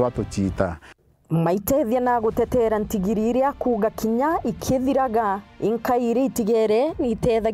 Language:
Meru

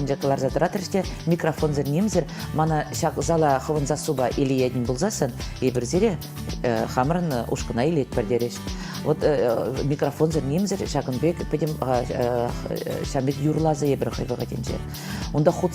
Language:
Chuvash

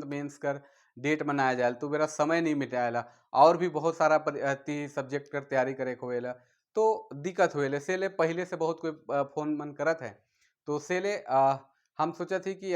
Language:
Sadri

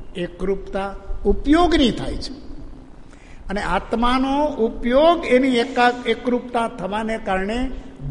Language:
Gujarati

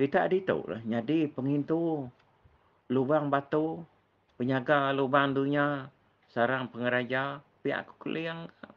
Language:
Iban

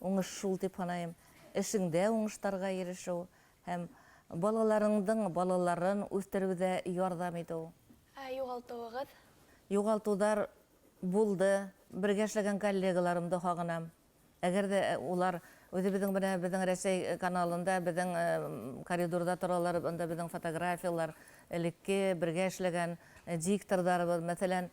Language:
Bashkir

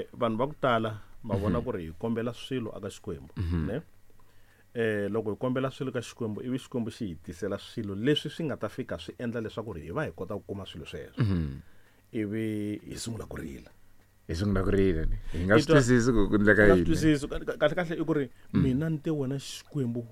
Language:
Tsonga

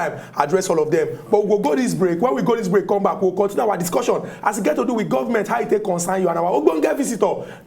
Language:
Nigerian Pidgin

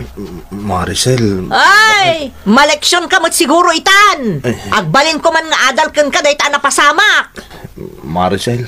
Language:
Iloko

